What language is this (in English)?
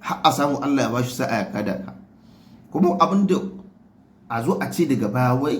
Hausa